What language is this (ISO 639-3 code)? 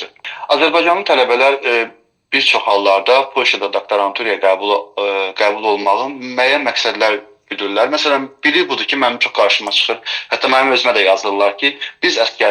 aze